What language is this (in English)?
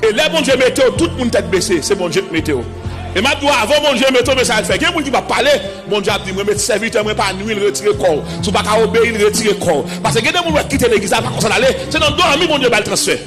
Haitian Creole